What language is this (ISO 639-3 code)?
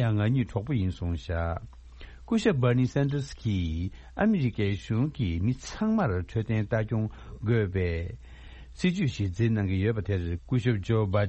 bod